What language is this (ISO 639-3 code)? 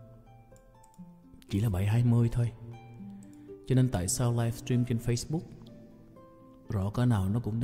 vie